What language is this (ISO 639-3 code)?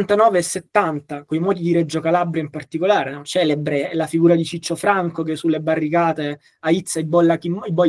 ita